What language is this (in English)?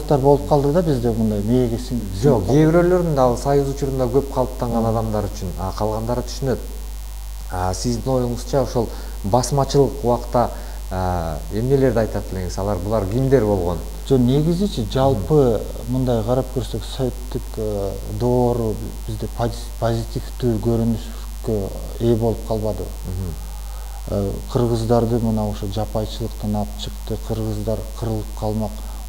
Kyrgyz